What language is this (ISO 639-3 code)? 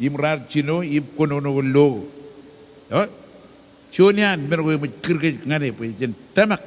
mah